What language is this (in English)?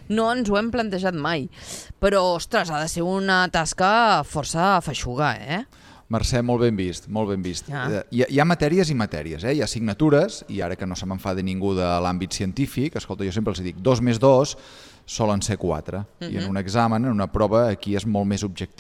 Catalan